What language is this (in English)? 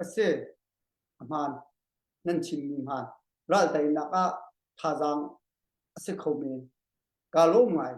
Hakha Chin